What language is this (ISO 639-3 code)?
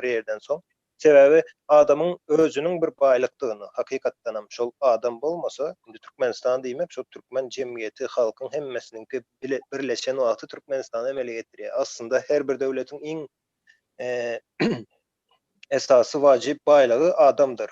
tuk